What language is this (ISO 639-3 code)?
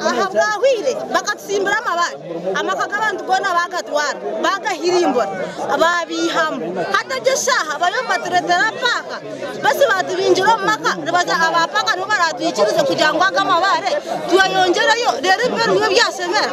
nyn